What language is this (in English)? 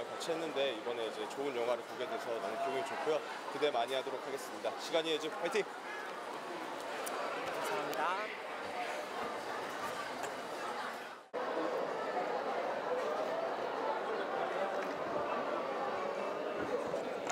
Korean